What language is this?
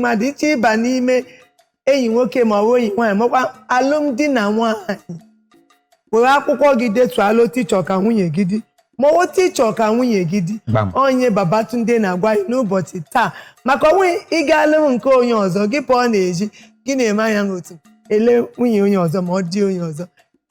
Igbo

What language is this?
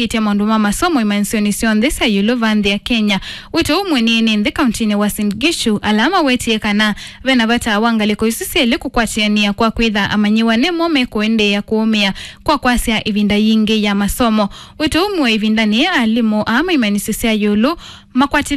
Kamba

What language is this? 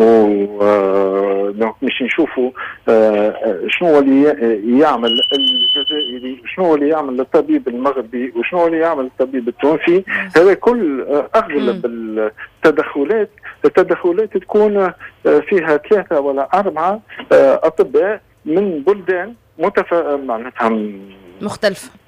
Tunisian Arabic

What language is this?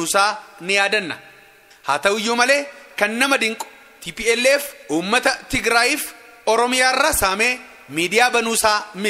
Oromo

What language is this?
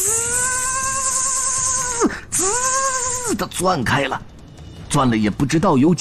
Chinese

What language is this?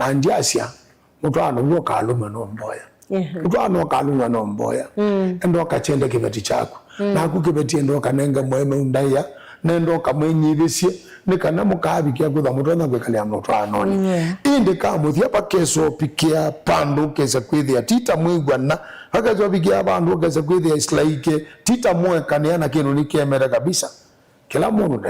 Kamba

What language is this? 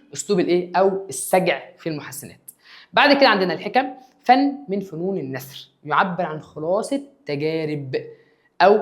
Egyptian Arabic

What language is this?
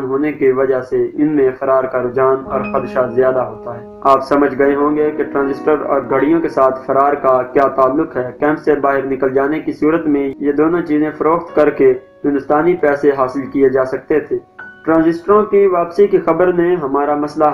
Urdu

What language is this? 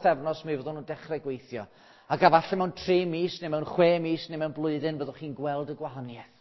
Welsh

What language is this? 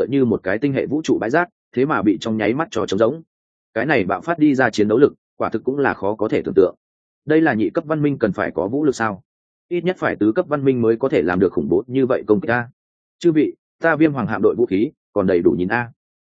Vietnamese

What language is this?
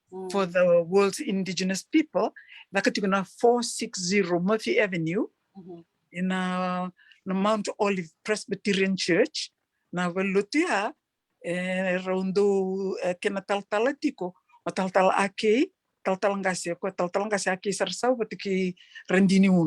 Fijian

